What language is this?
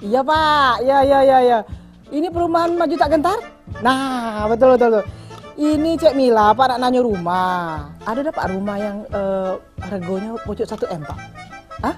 Musi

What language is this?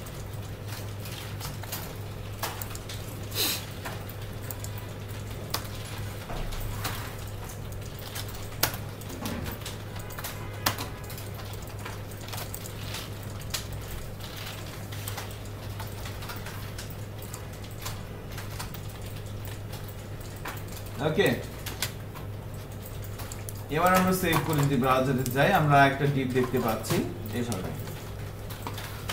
Bangla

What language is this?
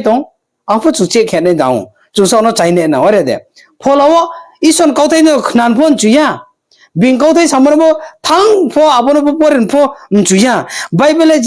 Riang (India)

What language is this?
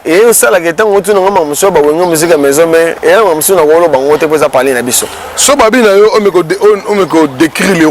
Lingala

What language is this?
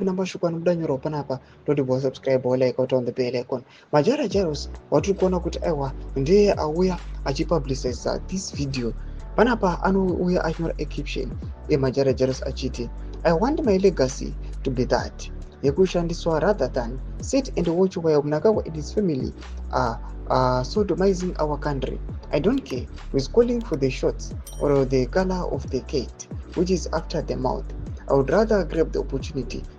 Shona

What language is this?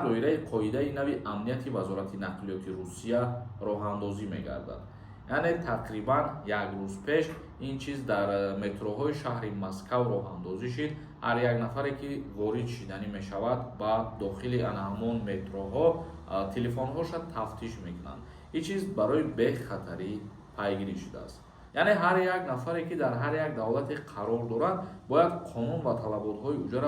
Tajik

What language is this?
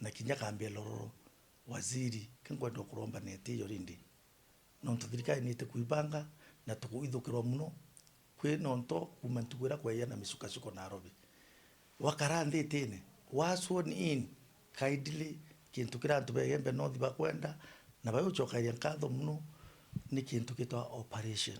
Meru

